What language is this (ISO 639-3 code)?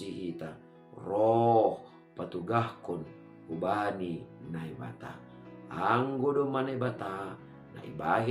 bts